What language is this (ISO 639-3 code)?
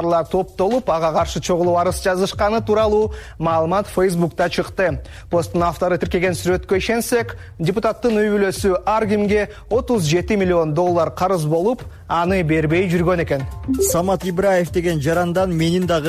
kir